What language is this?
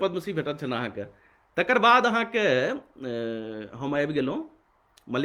Maithili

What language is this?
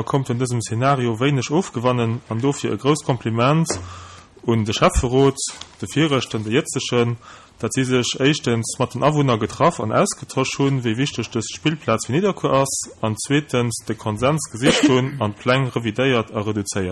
Luxembourgish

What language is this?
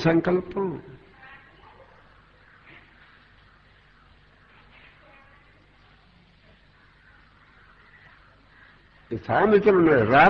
Telugu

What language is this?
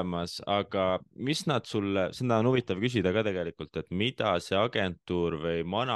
Estonian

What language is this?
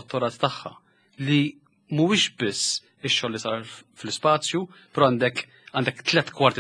Maltese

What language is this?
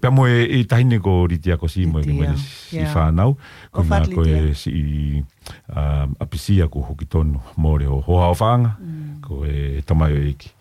Tongan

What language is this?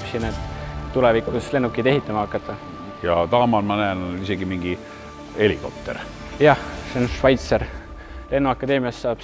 Estonian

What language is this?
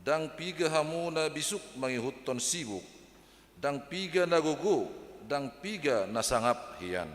Batak Toba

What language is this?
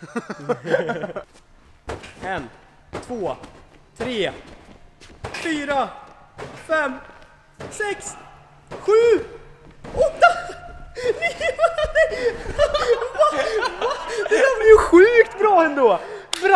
Swedish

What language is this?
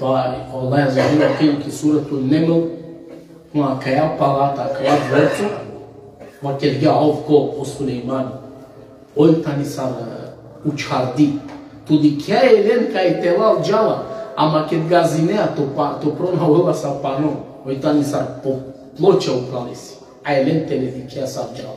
Balkan Romani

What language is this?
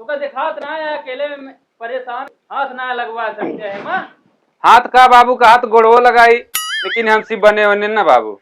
Awadhi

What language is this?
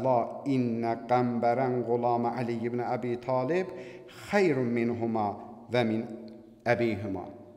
Azerbaijani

